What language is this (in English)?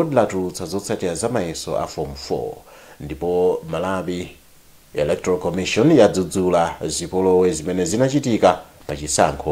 Nyanja